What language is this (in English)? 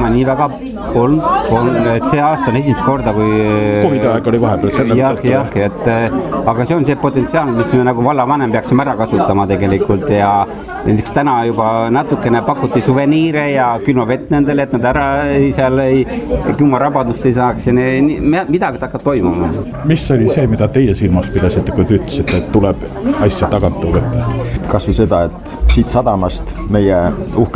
Estonian